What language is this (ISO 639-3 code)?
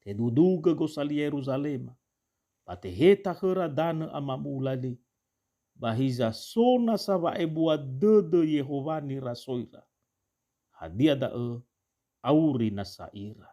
nia